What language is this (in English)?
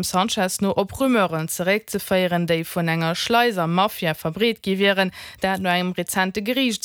Luxembourgish